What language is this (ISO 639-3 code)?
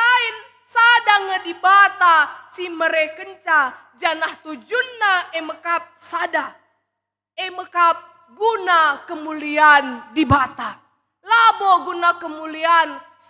btx